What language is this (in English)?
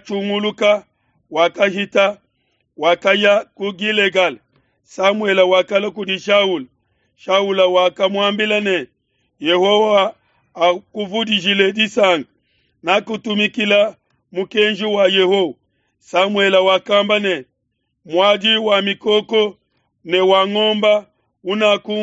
Luba-Lulua